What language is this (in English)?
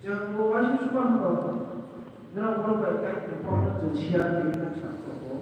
Kok Borok